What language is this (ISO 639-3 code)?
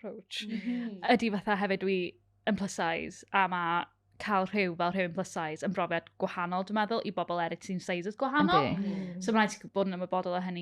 cym